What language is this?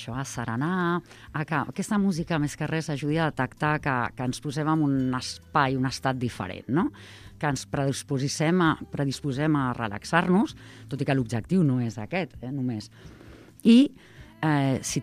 Catalan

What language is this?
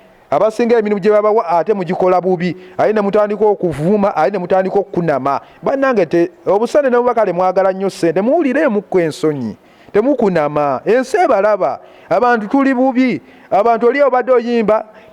Ganda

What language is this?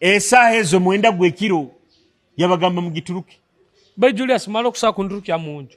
Nyoro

